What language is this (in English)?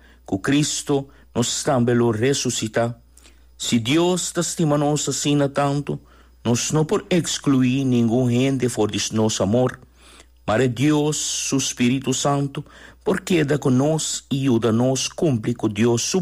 Papiamento